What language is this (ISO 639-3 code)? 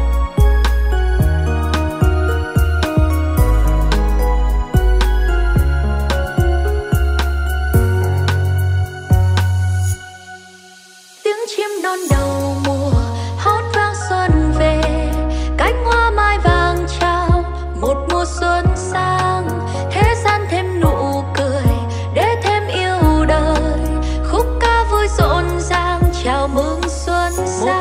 vie